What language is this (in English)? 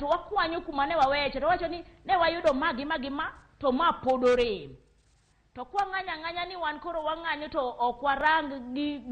Luo (Kenya and Tanzania)